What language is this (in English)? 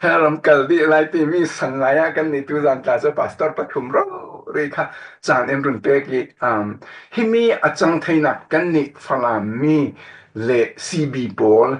Falam Chin